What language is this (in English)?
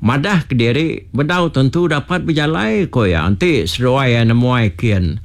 Iban